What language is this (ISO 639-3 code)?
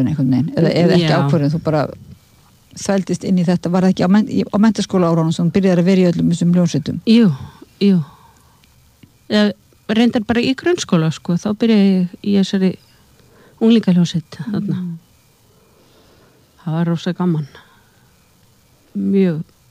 isl